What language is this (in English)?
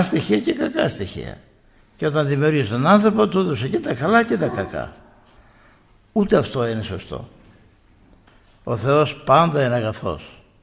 Greek